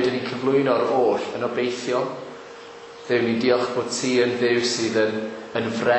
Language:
Welsh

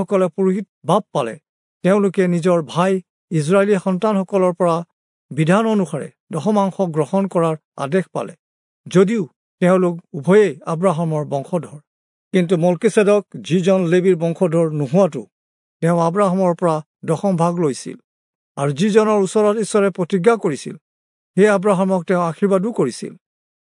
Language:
Assamese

